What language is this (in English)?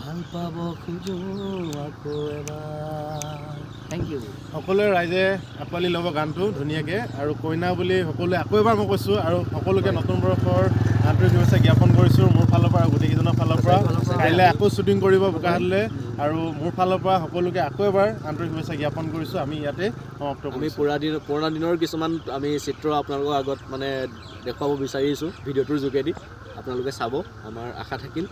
Assamese